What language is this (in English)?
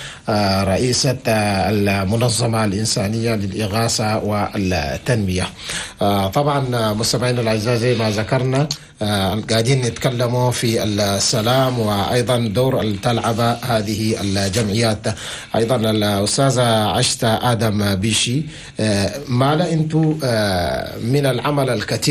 Chadian Arabic